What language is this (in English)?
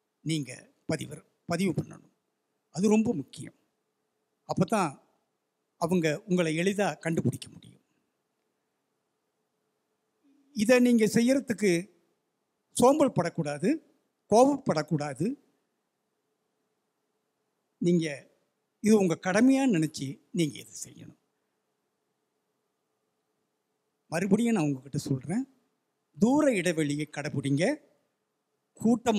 Tamil